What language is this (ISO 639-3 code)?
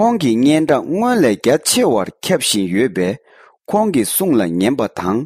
bod